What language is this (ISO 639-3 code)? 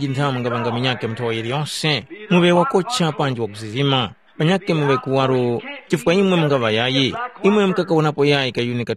tum